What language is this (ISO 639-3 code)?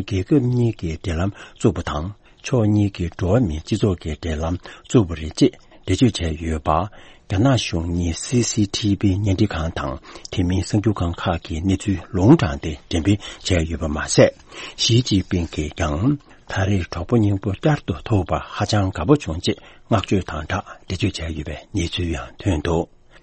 bod